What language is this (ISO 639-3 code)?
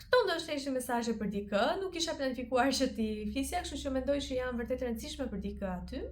sqi